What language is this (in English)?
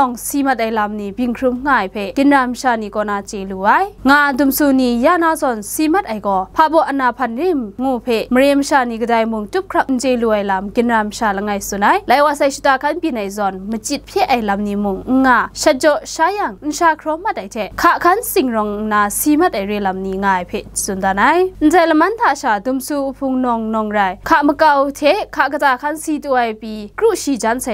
Kachin